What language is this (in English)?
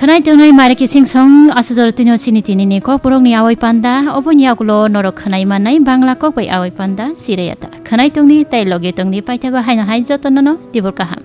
Kok Borok